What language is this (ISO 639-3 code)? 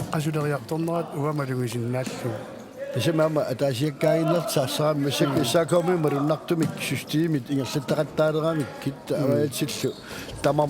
kal